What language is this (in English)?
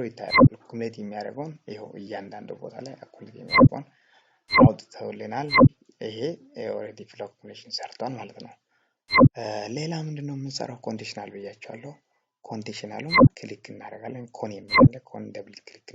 Amharic